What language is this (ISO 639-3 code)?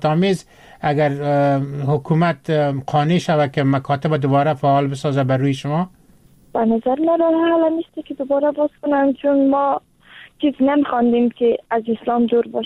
fas